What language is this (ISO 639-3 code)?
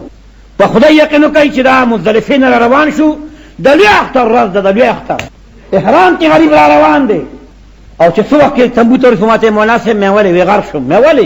pus